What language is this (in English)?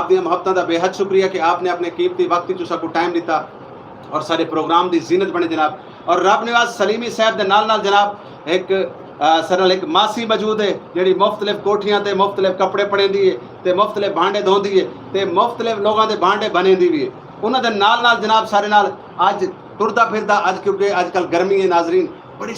Saraiki